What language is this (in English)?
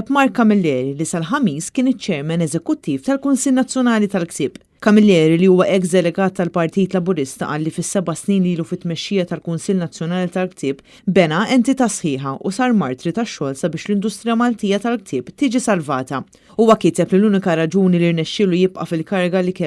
Maltese